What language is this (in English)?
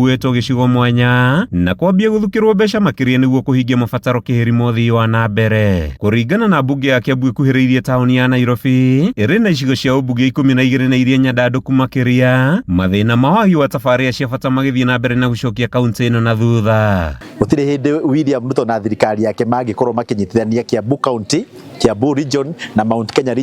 Kikuyu